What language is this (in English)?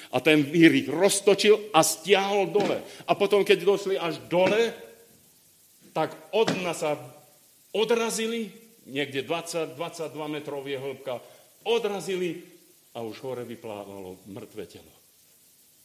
Slovak